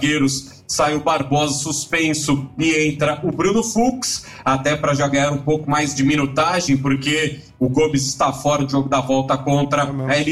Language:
Portuguese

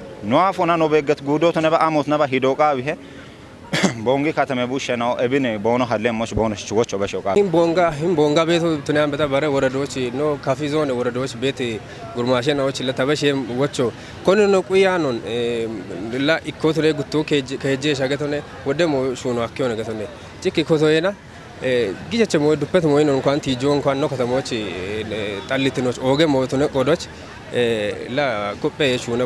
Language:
Kafa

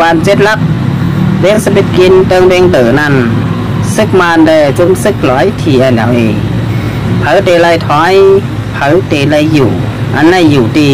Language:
Shan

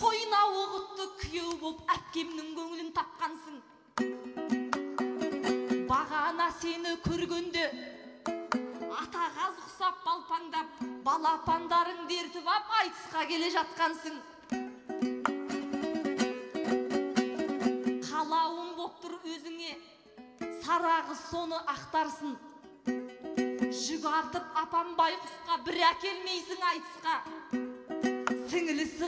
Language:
Kazakh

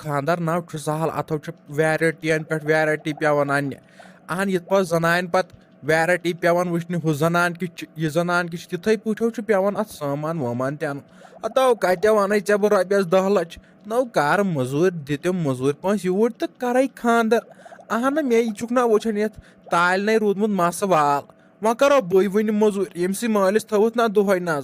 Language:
Kashmiri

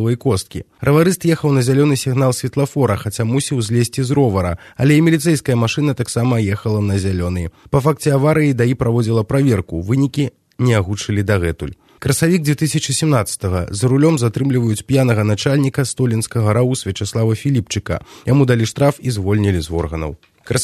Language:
Belarusian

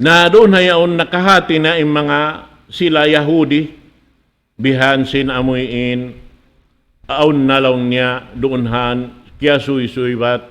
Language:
Tausug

